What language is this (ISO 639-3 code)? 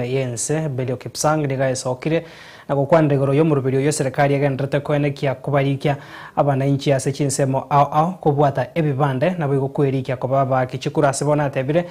guz